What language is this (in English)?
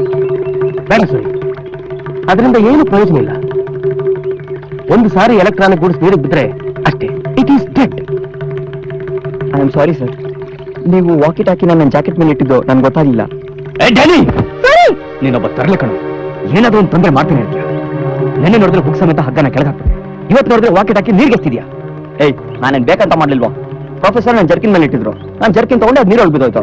Kannada